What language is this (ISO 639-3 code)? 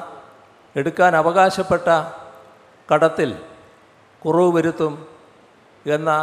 mal